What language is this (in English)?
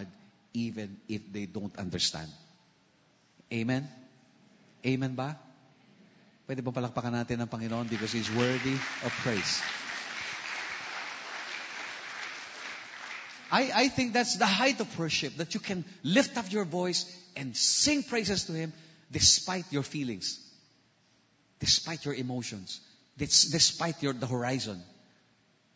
Filipino